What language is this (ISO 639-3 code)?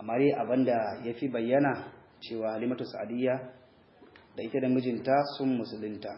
hau